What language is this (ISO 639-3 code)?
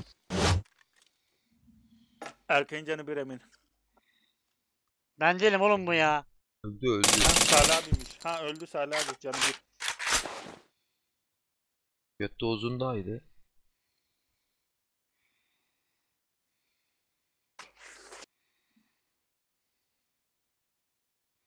tur